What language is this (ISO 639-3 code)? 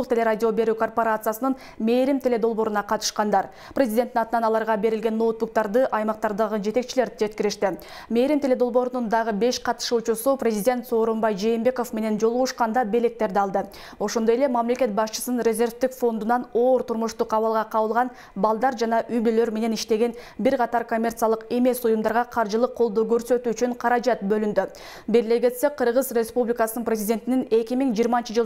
kir